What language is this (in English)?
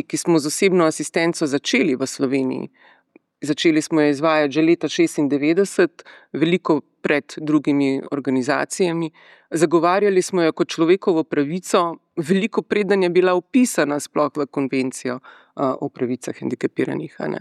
Slovenian